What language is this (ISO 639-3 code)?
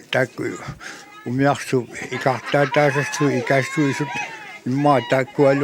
kal